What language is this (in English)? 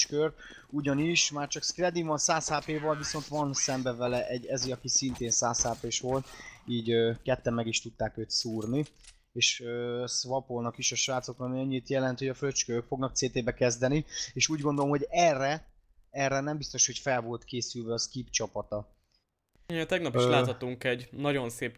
Hungarian